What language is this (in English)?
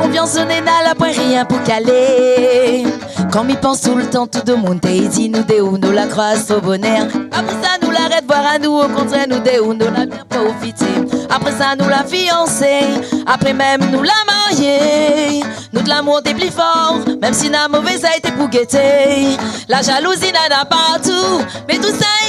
Réunion Creole French